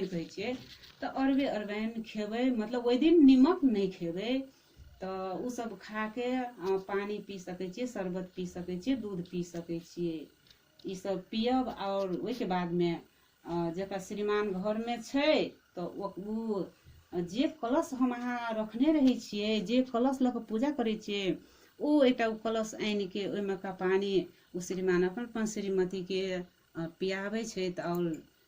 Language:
Maithili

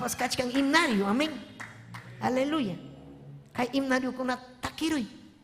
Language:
Ayacucho Quechua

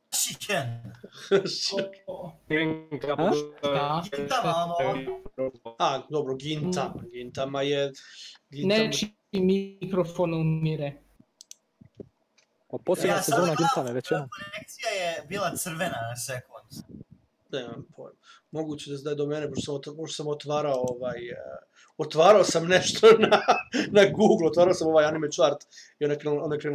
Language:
Serbian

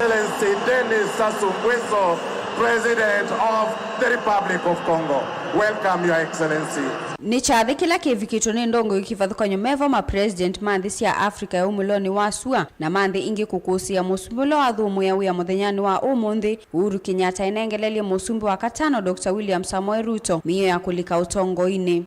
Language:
Kamba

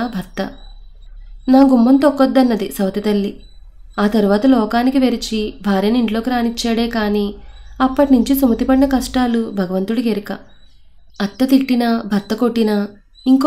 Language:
Telugu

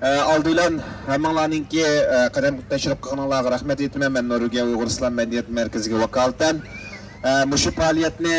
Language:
Uyghur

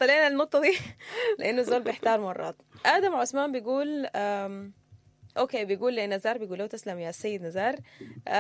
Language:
Sudanese Arabic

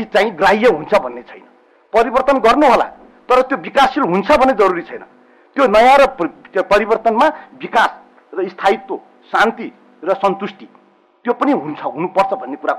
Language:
Nepali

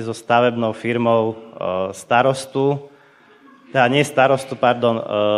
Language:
Slovak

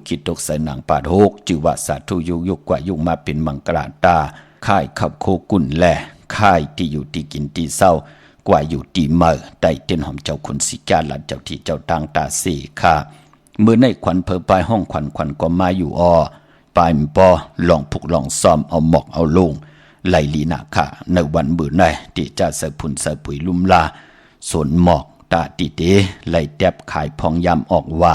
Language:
Shan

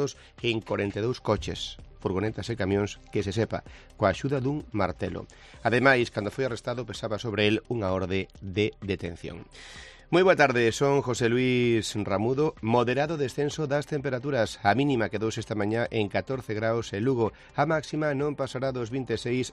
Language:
Galician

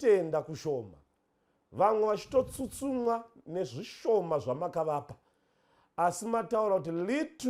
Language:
Shona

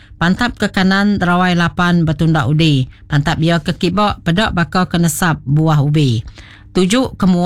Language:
Iban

